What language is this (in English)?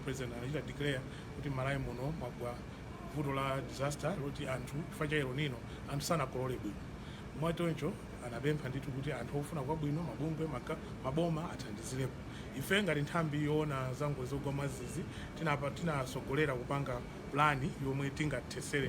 Nyanja